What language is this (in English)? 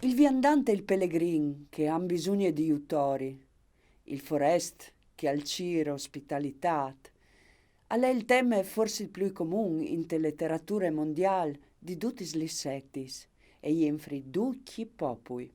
Friulian